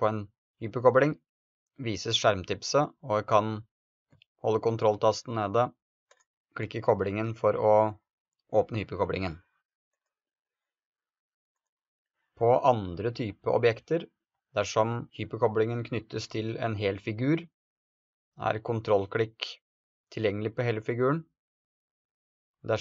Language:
Norwegian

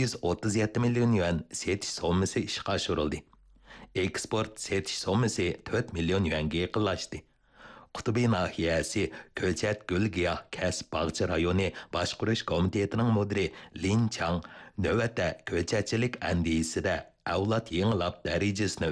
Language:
Uyghur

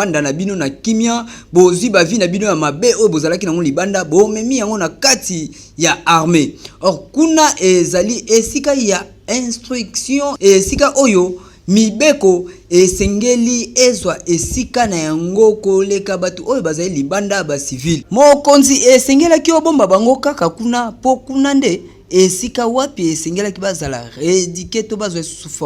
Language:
Lingala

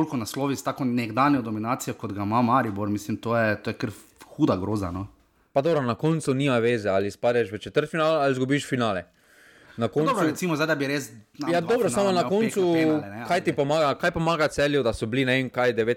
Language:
Slovenian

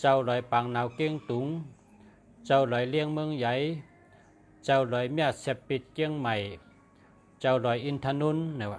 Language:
Shan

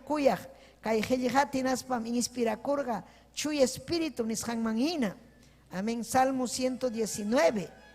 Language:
Ayacucho Quechua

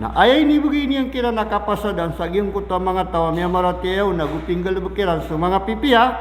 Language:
Maranao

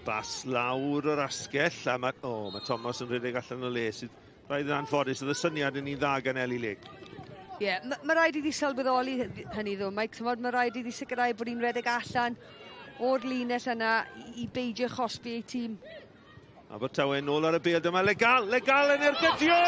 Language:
Welsh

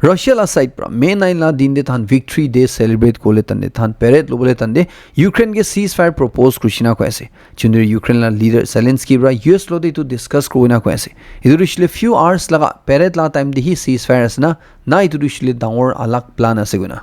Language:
Naga Pidgin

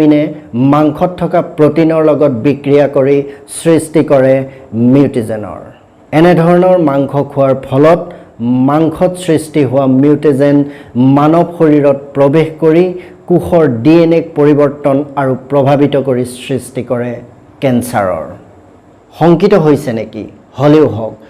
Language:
Assamese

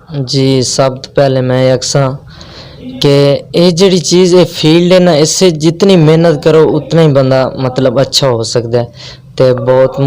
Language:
Western Panjabi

